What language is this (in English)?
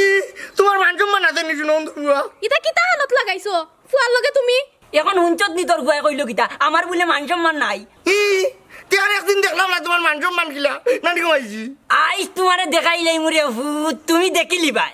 Sylheti